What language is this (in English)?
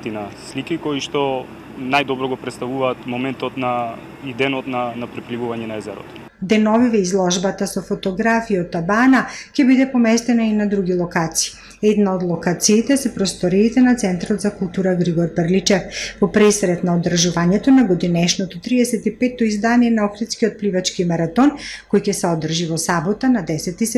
Macedonian